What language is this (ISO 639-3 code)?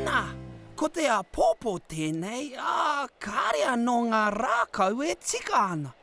mri